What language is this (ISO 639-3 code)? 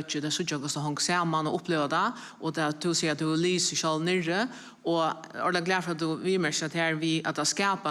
fao